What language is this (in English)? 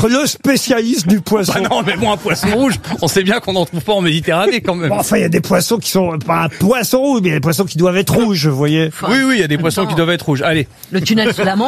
French